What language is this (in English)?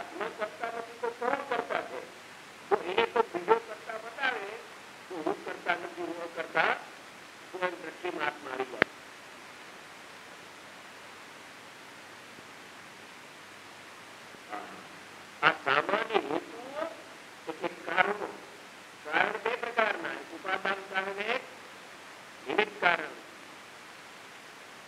Gujarati